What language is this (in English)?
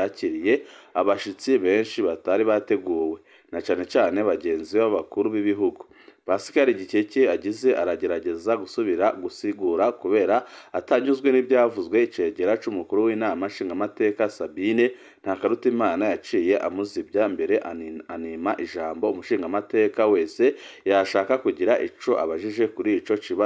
Rundi